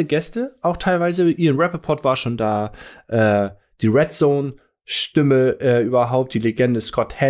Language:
German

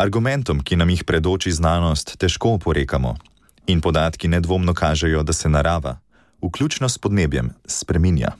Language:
Slovenian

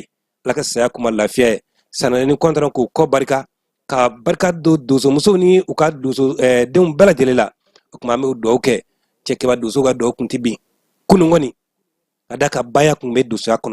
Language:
Bambara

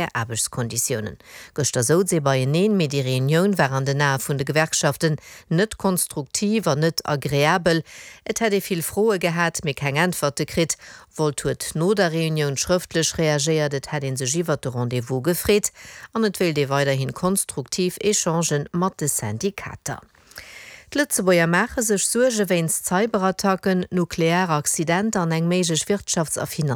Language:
Luxembourgish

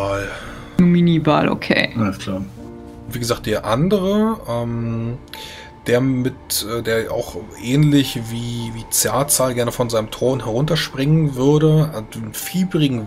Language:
German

